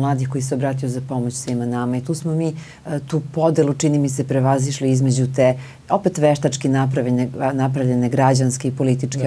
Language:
Serbian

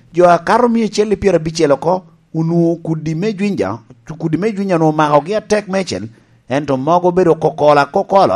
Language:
Lango (Uganda)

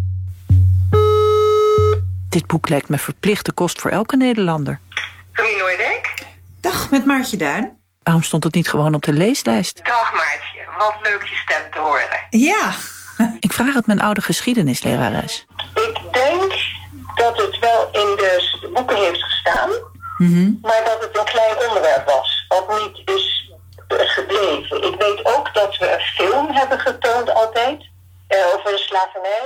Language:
Dutch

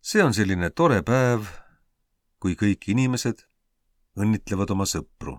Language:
Estonian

